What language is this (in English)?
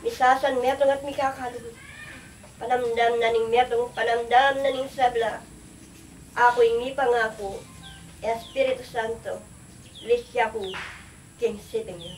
Pampanga